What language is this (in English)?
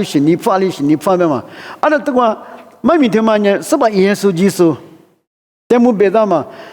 Lisu